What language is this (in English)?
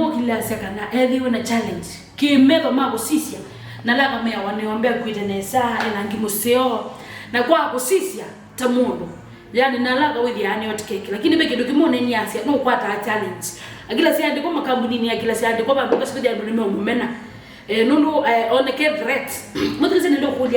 Kamba